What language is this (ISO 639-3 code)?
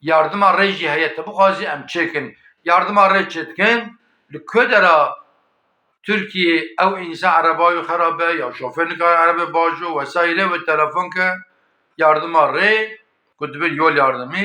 kur